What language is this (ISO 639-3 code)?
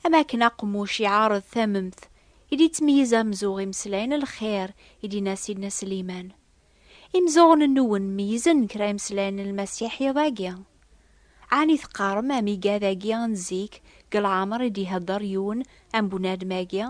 kab